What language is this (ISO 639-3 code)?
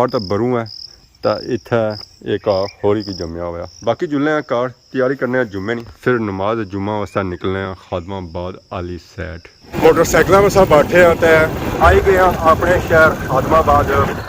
phr